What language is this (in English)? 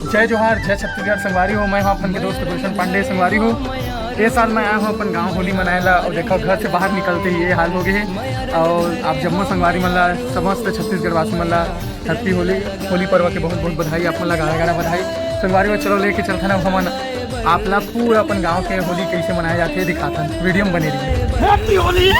Chhattisgarhi